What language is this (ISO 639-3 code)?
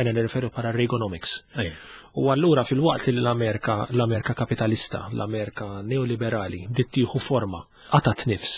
mlt